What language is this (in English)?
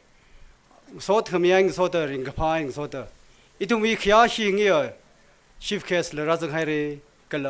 Tangkhul Naga (India)